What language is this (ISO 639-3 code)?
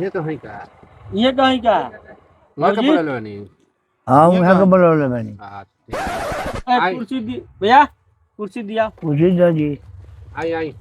bho